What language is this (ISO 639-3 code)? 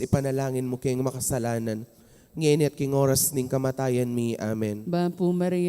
pam